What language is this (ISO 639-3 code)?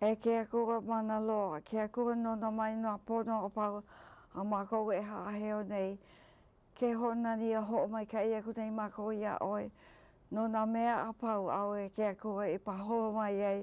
haw